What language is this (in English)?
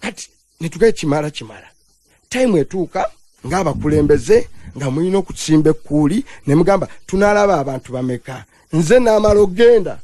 Ganda